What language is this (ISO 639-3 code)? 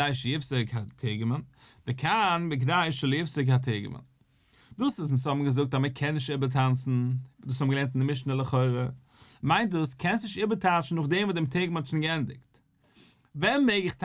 yid